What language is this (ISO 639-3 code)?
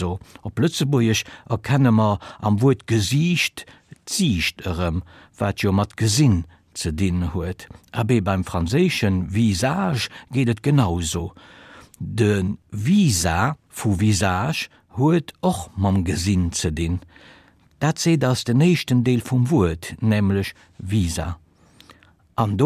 ltz